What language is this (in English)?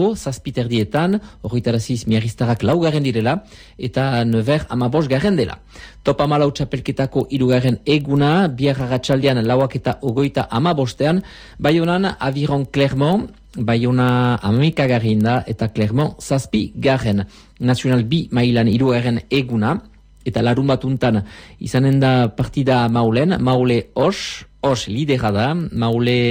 Basque